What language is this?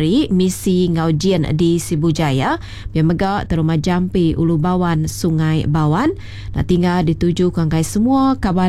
Iban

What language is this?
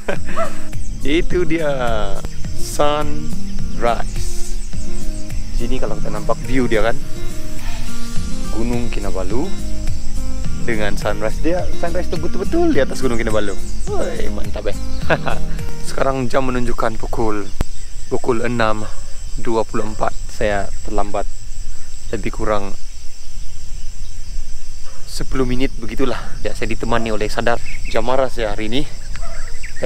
Malay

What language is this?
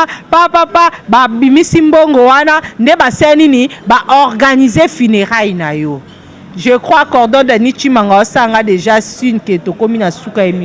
Lingala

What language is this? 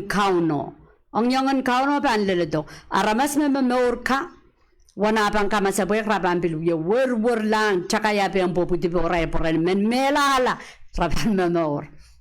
Pohnpeian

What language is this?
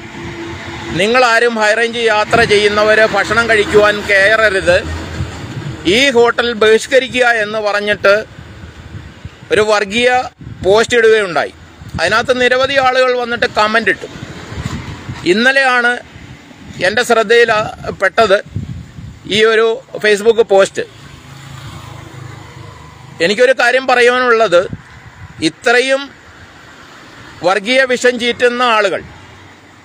Malayalam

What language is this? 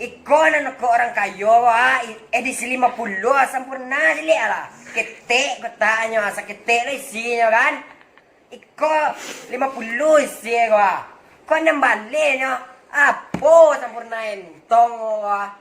Minangkabau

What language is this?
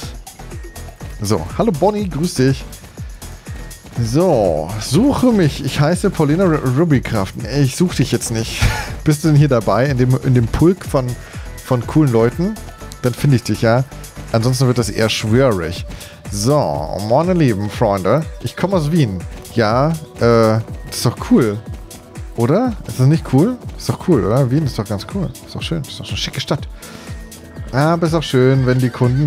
German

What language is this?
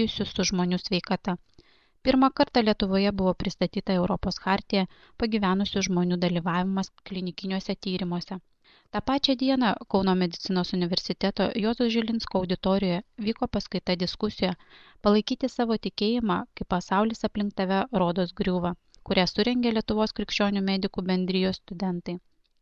Lithuanian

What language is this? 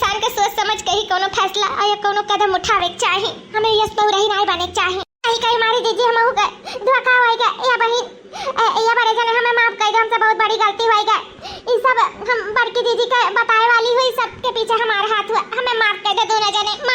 Awadhi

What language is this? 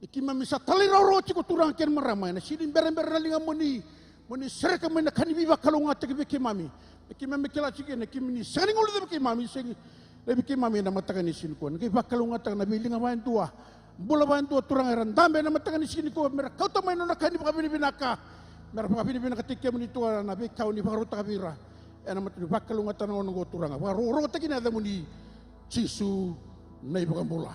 Fijian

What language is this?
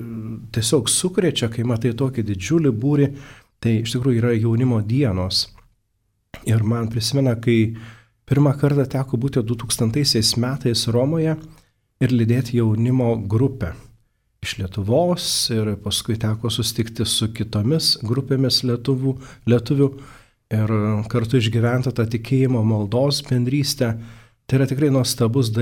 Lithuanian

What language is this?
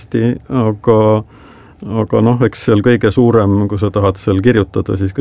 Estonian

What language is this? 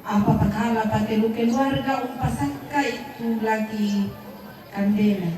Toraja-Sa'dan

